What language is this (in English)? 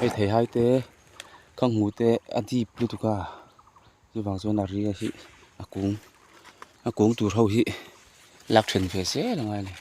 Mizo